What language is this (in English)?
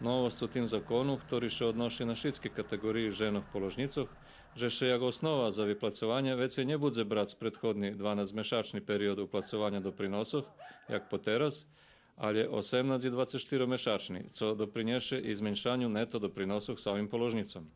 Rusyn